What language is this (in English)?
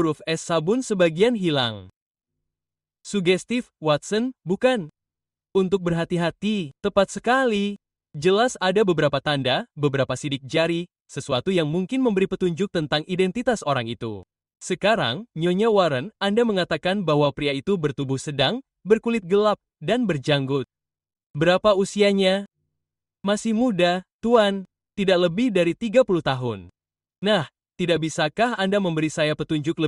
Indonesian